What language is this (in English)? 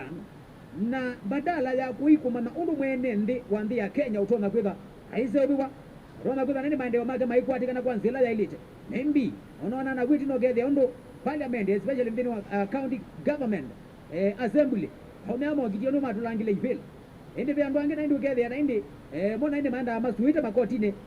Kamba